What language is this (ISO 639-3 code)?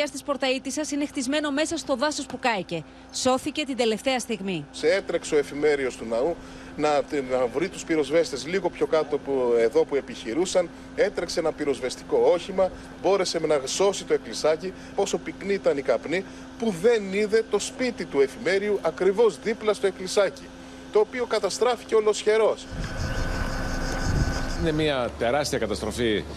ell